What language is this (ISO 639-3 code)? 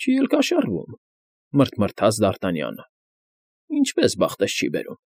hye